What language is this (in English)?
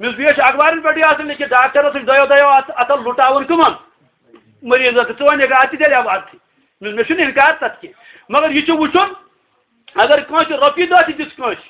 Kashmiri